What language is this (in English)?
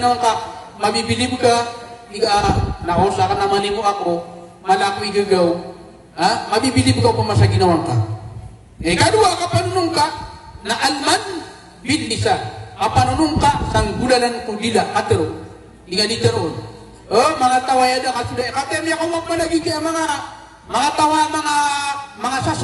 Maranao